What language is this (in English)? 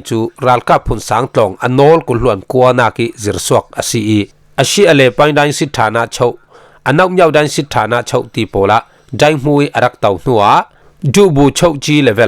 Falam Chin